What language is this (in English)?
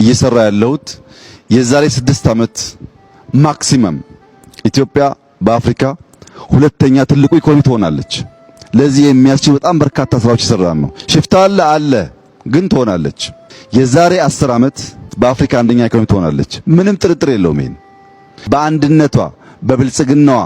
Amharic